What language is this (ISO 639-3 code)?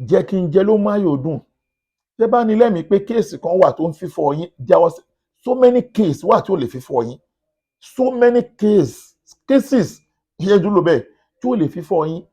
yor